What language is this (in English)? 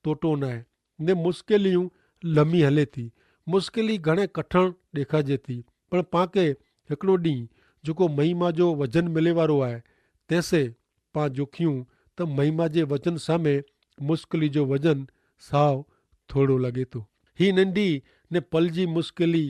Kachhi